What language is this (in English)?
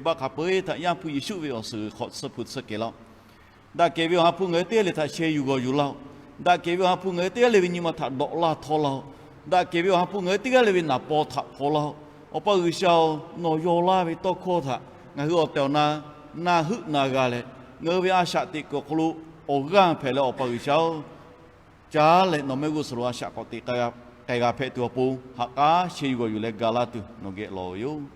Lahu